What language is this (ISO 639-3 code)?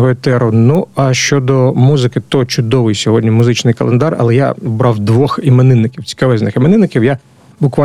ukr